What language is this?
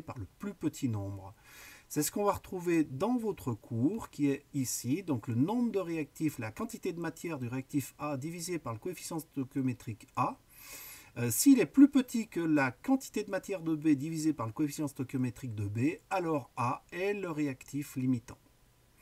French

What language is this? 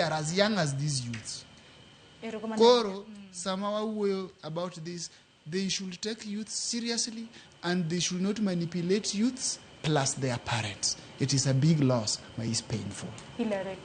Luo (Kenya and Tanzania)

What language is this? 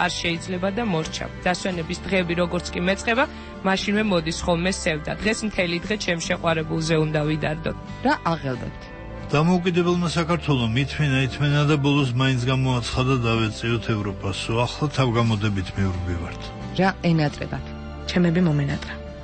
Georgian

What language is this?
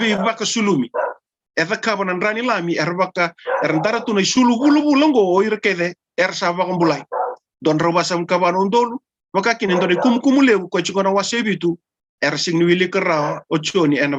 Fijian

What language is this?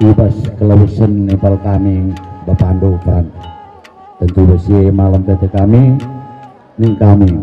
Batak Karo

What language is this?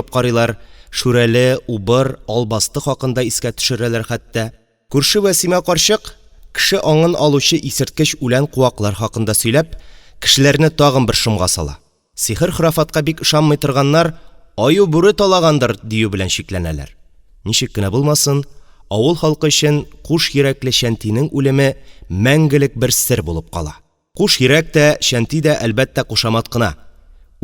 Tatar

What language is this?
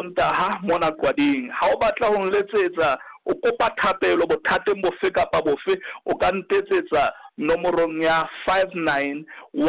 Southern Sotho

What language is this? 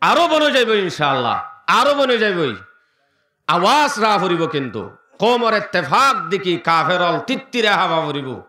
Rohingya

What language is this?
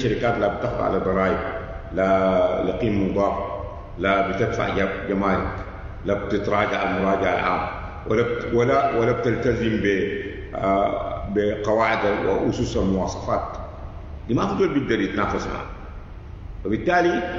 Sudanese Arabic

